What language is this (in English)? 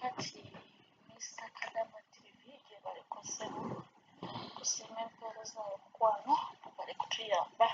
Ganda